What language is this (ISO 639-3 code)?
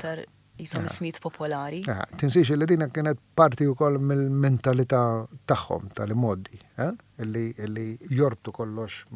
mlt